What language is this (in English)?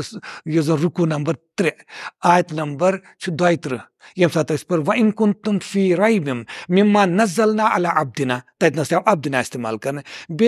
Kashmiri